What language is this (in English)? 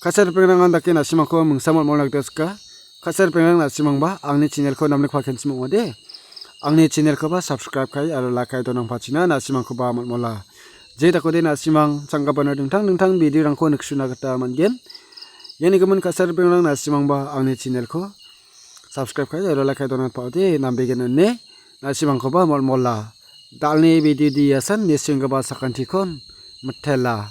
Garo